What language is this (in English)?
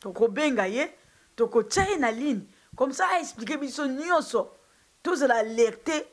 Lingala